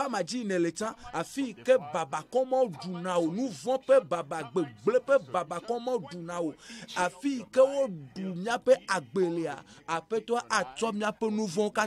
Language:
Ewe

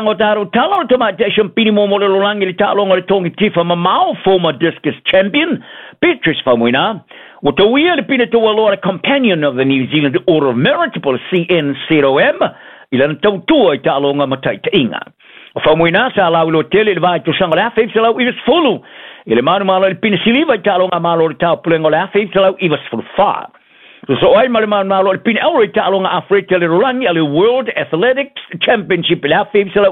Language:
Samoan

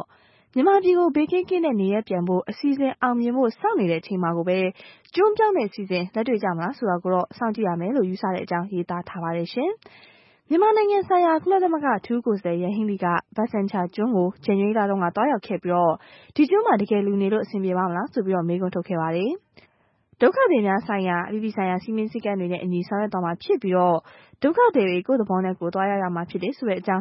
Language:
Burmese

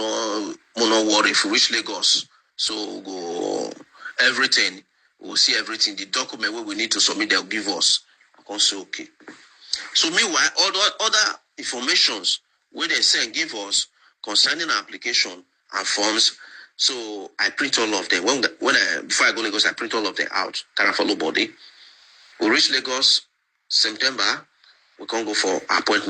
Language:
Nigerian Pidgin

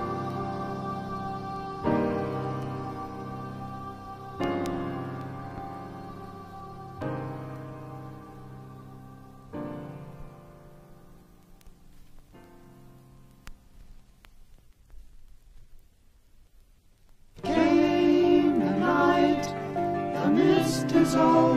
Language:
English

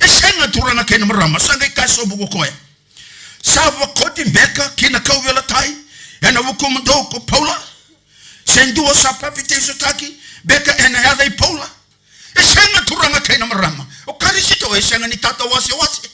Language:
Fijian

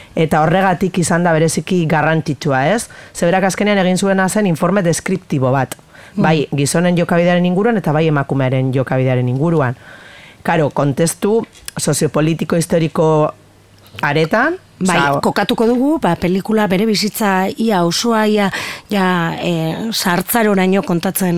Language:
Basque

